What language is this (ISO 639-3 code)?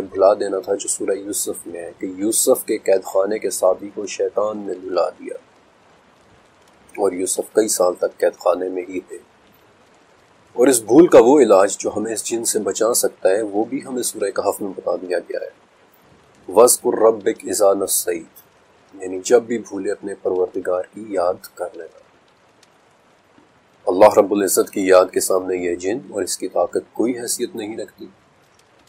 urd